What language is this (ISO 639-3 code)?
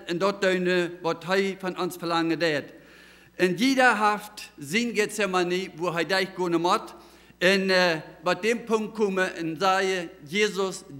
pdt